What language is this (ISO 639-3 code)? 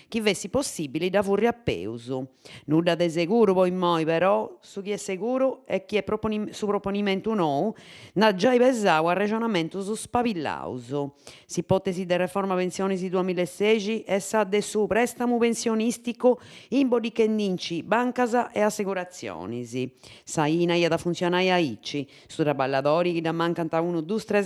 srd